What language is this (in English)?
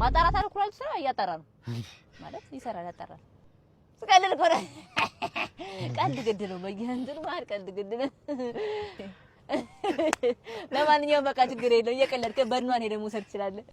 Amharic